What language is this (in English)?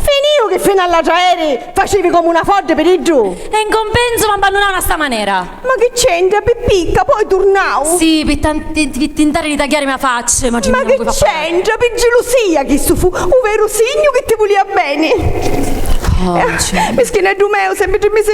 Sicilian